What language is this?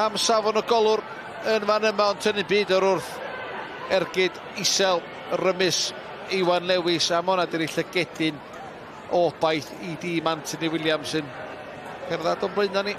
Welsh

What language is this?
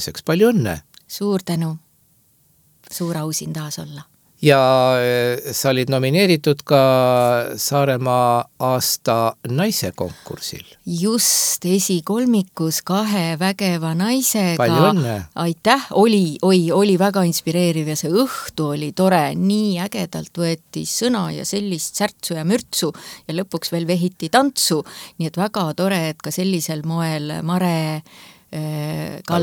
Estonian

